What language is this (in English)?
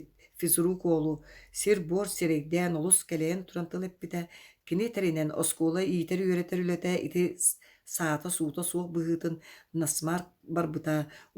Yakut